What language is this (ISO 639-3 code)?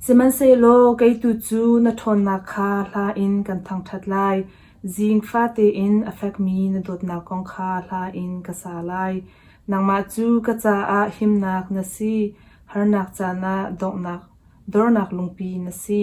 cnh